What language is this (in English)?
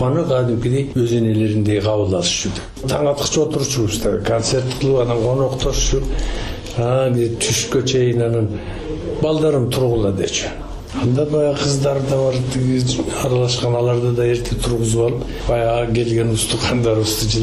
Kyrgyz